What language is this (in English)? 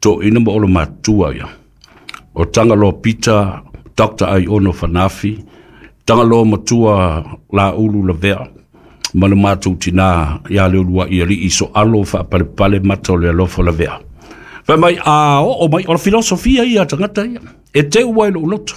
Samoan